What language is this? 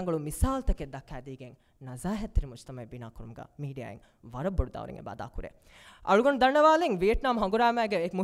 Divehi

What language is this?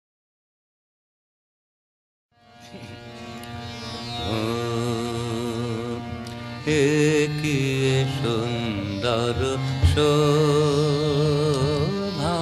Bangla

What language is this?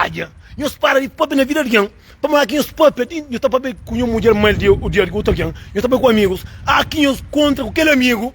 Kabuverdianu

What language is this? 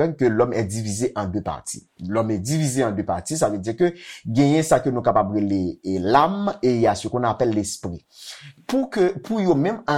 Haitian Creole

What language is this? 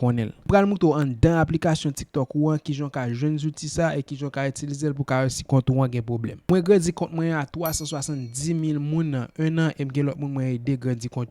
Haitian Creole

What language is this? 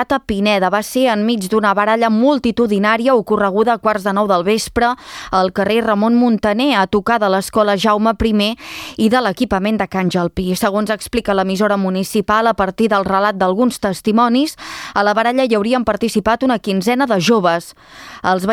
Catalan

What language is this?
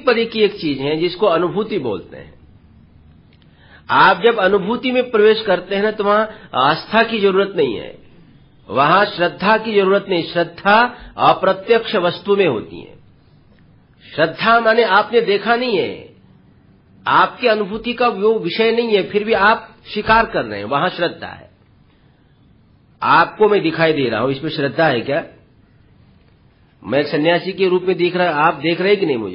Hindi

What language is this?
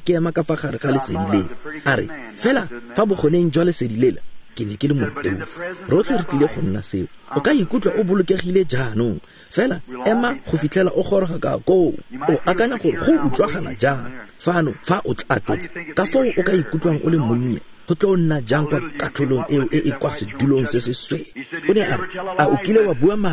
Tswana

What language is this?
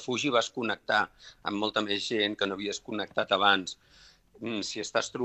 Catalan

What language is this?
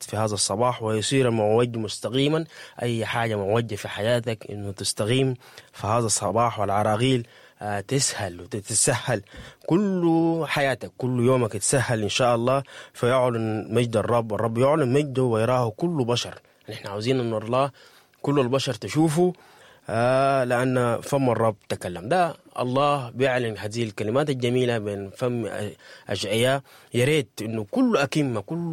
Sudanese Arabic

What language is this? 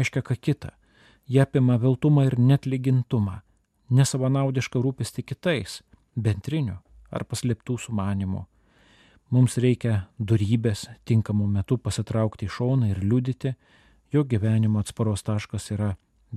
Lithuanian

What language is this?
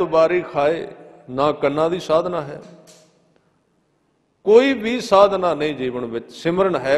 Punjabi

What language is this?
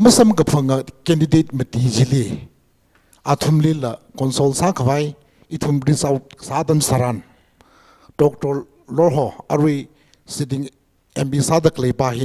Tangkhul Naga (India)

